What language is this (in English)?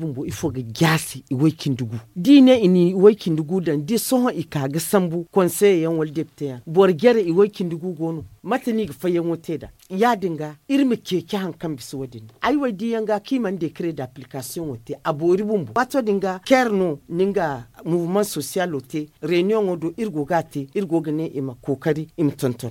Zarma